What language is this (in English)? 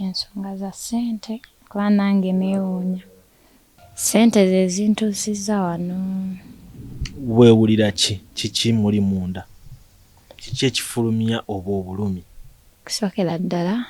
Ganda